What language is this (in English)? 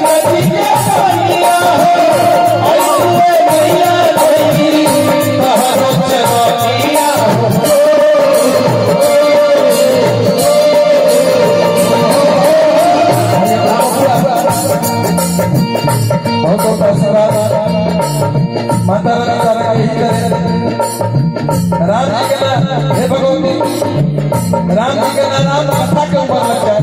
Bhojpuri